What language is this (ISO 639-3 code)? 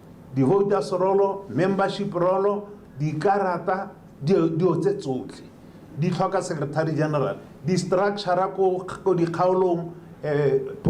tsn